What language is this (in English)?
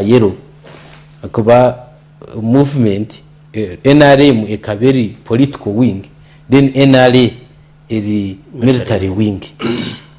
Nyankole